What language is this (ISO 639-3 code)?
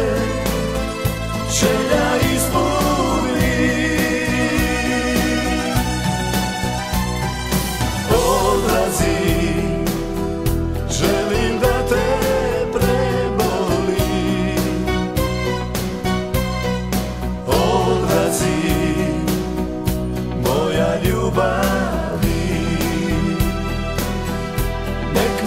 hrv